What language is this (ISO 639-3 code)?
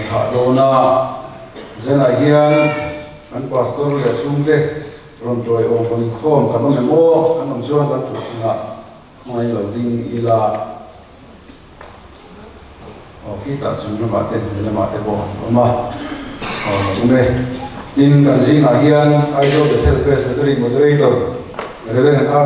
lus